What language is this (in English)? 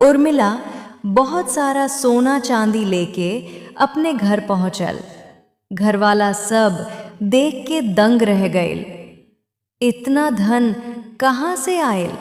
Bhojpuri